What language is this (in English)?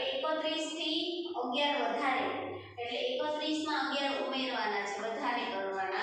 Gujarati